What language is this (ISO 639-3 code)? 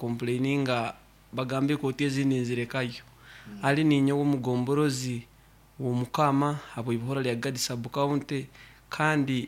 nyo